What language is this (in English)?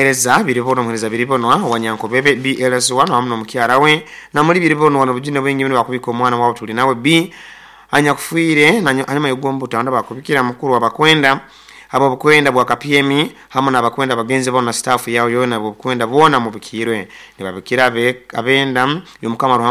Nyoro